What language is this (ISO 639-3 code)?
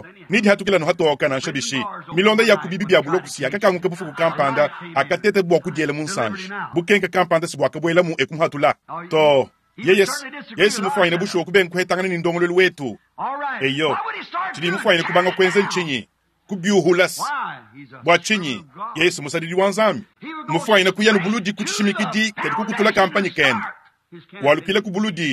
lua